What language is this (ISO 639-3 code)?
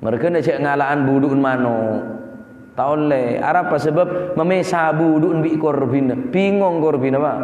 mad